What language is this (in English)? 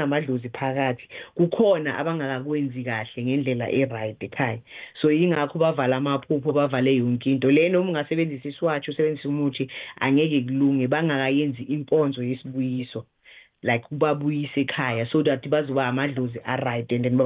South Ndebele